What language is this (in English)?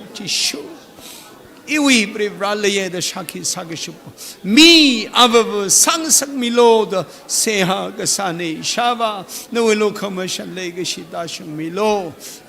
Tangkhul Naga (India)